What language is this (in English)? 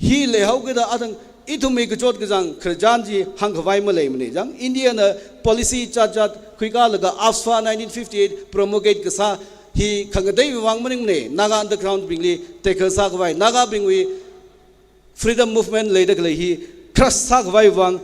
Tangkhul Naga (India)